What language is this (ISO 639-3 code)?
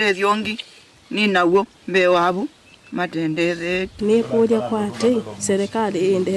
kam